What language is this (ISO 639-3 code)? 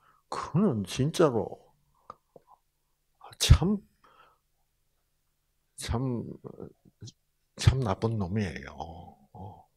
kor